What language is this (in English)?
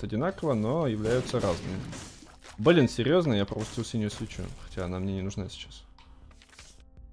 Russian